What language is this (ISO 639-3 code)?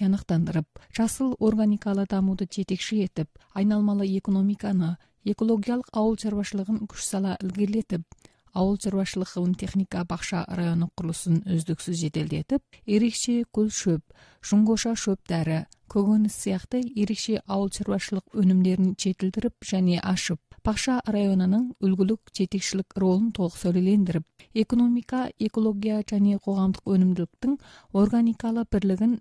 kaz